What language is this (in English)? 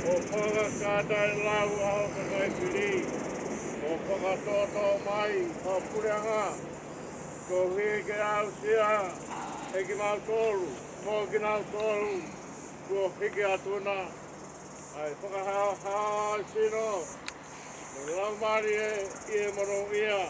Tongan